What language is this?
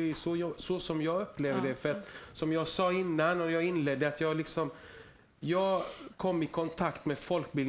Swedish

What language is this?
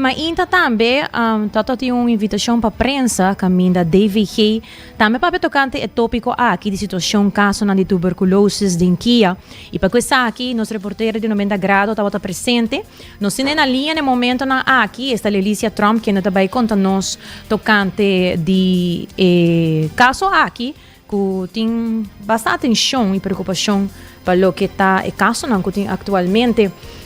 Papiamento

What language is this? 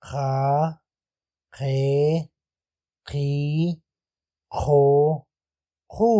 Tektiteko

